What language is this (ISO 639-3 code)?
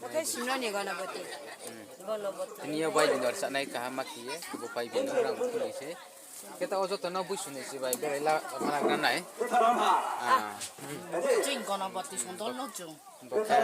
ria